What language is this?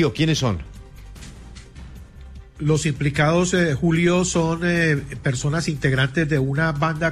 Spanish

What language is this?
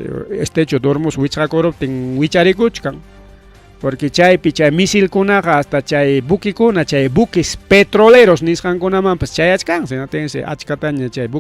Ayacucho Quechua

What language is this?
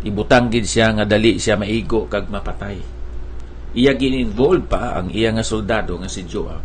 Hiligaynon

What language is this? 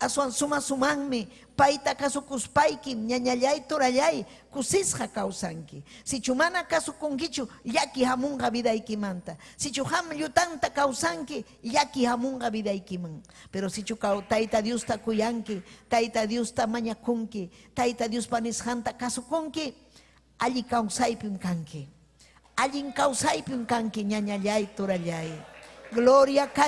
Ayacucho Quechua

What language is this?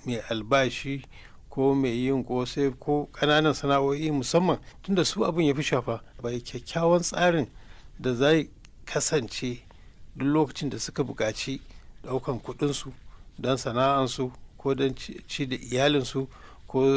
Hausa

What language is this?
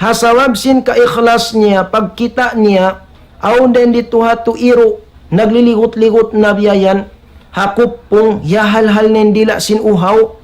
Tausug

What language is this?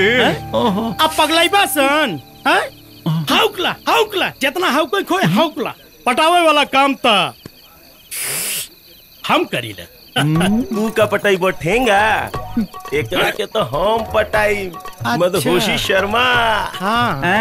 Bhojpuri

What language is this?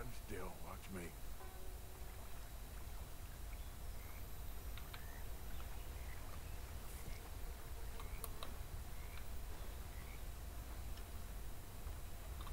English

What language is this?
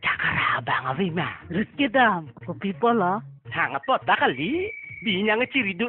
Karbi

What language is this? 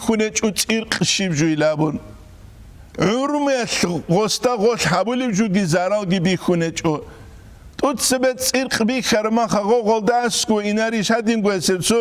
Avaric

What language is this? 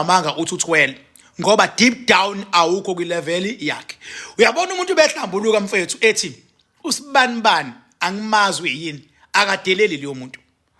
Zulu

